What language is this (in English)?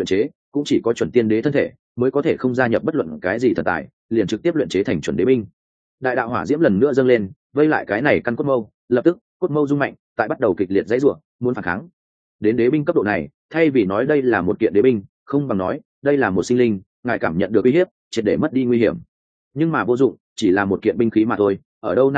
Vietnamese